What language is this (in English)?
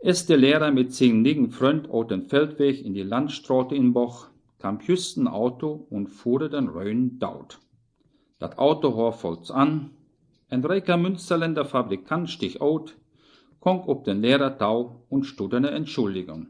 Westphalien